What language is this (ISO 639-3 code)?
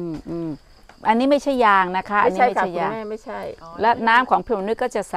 tha